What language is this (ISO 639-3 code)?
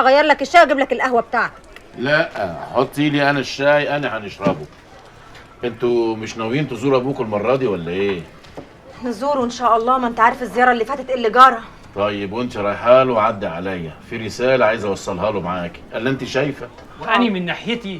arz